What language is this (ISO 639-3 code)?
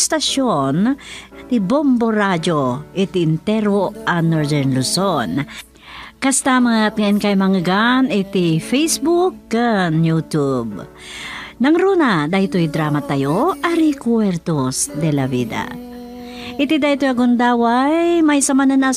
ilo